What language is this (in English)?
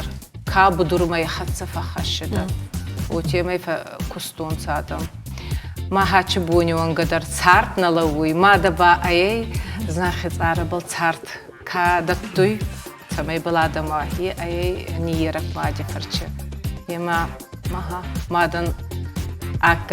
Ossetic